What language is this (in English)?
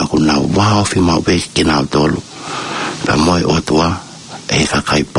Tongan